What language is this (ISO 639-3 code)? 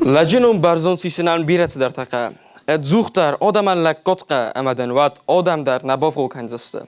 oss